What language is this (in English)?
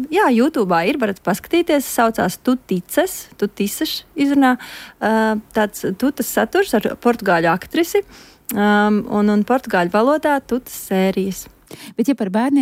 Latvian